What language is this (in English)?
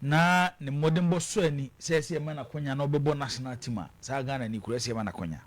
Akan